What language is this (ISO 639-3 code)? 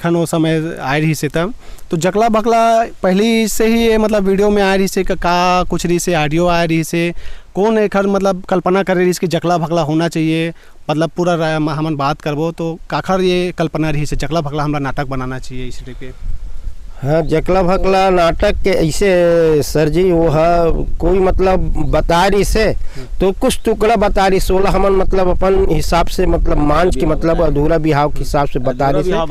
hne